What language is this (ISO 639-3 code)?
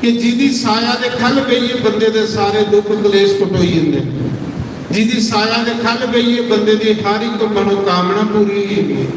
doi